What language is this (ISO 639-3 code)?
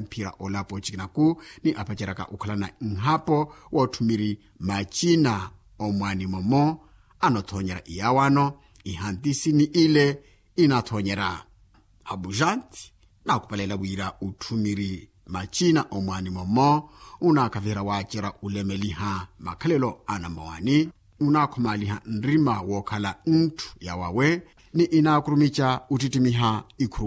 vmw